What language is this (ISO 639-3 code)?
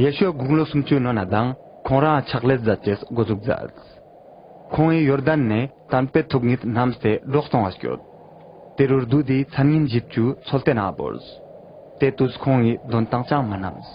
lbj